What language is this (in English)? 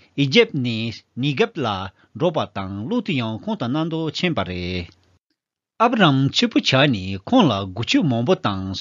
Tibetan